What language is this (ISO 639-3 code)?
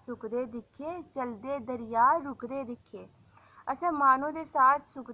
doi